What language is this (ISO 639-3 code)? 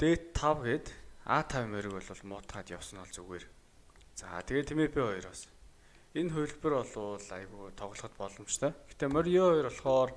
mon